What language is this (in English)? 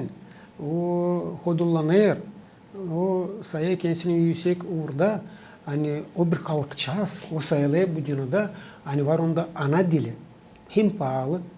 Gagauz